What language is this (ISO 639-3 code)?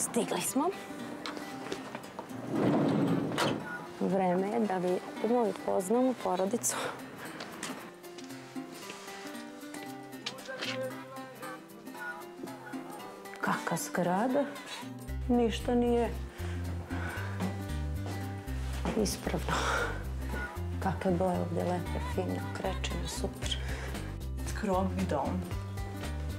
srp